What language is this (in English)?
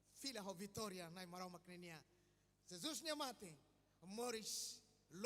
Tetum